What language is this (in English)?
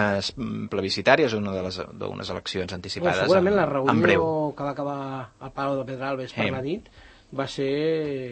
Catalan